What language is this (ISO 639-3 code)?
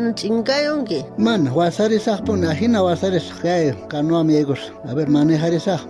quh